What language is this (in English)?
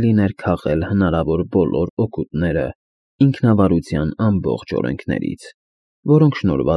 Armenian